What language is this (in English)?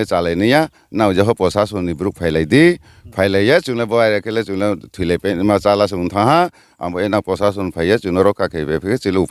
Riang (India)